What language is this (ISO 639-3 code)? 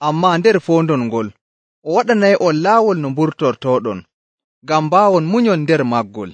fuv